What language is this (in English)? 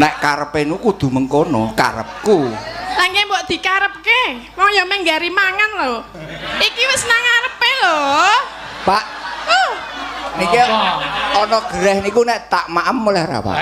Javanese